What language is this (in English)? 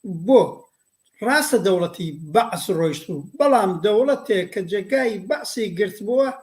Central Kurdish